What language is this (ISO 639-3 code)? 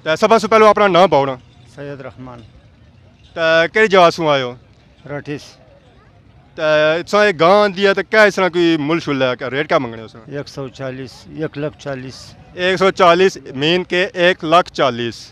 phr